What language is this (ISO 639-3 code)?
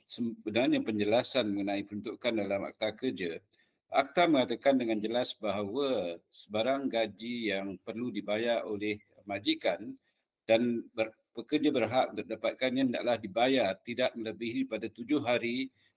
msa